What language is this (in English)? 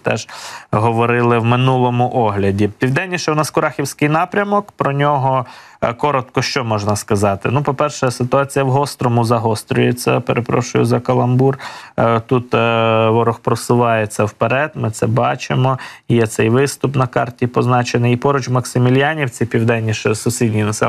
Ukrainian